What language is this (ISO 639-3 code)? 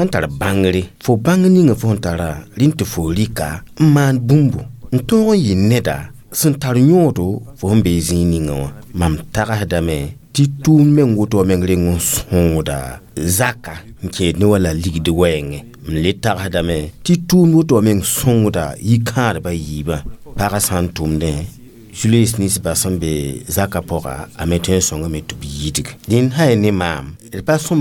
mos